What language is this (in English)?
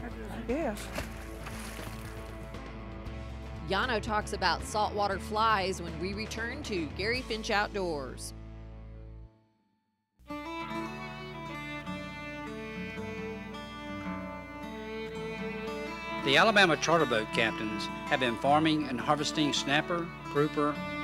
English